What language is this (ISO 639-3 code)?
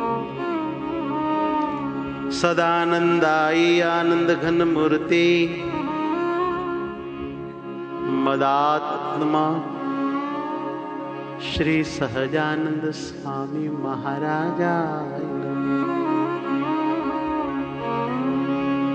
guj